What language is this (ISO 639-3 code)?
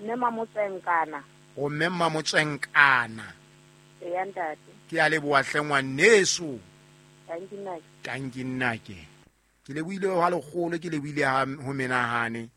sot